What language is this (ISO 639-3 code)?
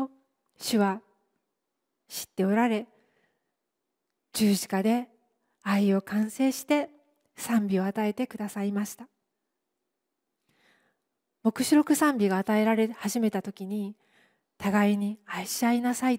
jpn